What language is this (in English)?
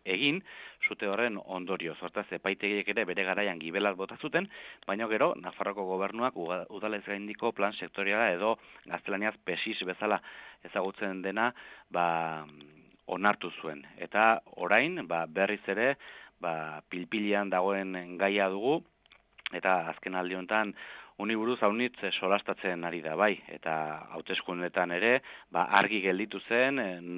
Basque